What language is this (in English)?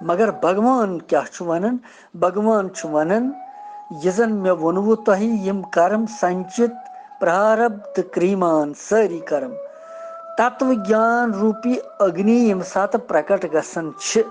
Kashmiri